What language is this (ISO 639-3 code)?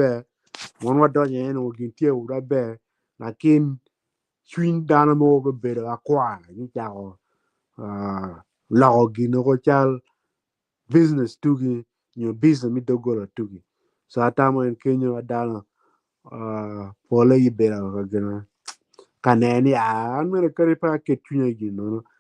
ach